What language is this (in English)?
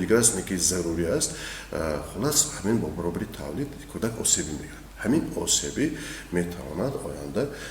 Tajik